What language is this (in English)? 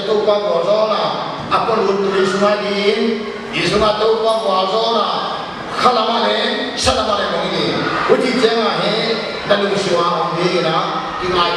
Paite Chin